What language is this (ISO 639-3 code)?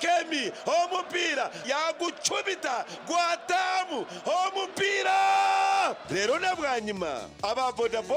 nyn